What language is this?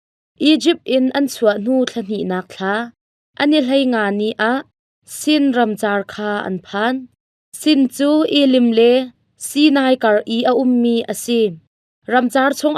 Hakha Chin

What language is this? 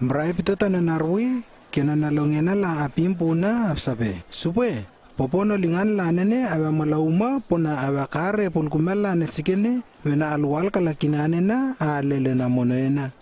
Lewo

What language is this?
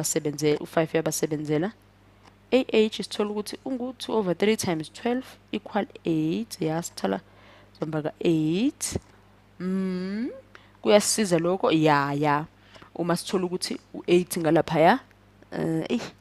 Zulu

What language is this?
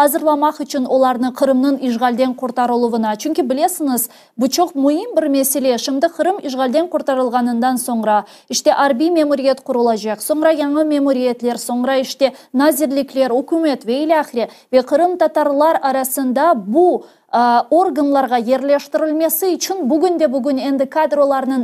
Crimean Tatar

